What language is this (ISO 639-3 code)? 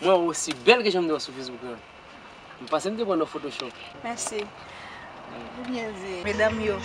hat